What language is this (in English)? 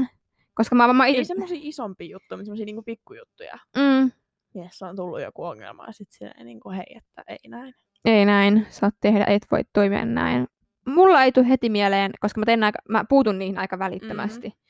Finnish